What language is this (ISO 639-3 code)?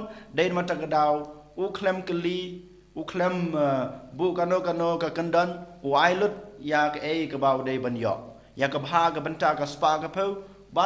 kha